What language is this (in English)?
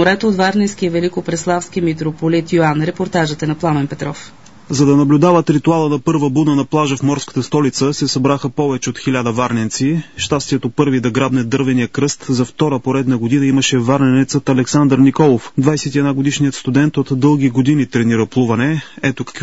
Bulgarian